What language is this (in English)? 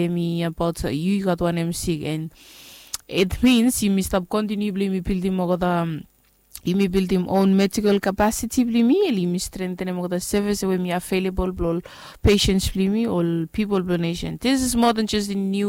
Bislama